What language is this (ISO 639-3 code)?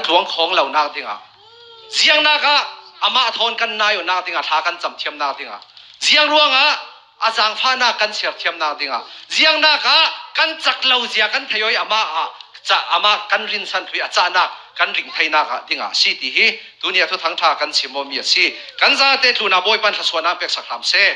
cfm